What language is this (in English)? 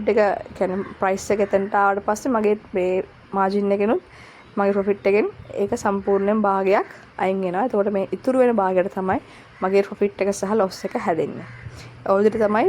Sinhala